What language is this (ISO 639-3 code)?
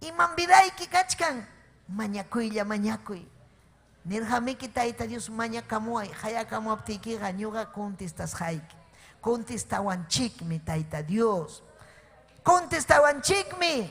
quy